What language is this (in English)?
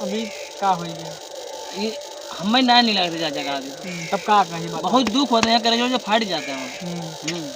Awadhi